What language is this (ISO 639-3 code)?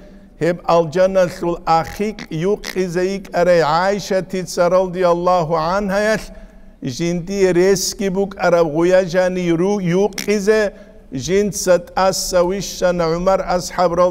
ava